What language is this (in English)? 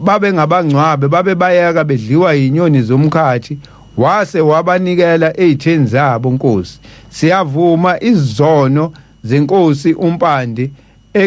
Zulu